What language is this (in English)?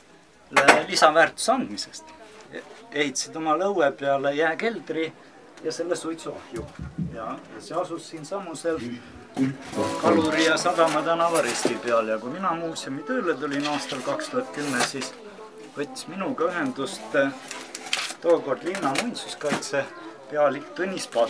Estonian